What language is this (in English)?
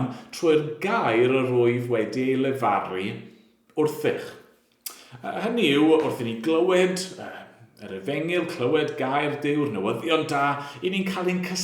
Welsh